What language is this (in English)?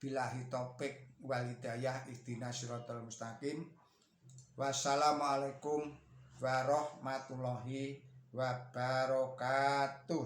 Javanese